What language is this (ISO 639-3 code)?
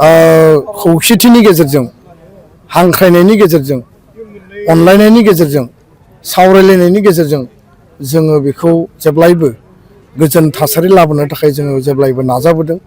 brx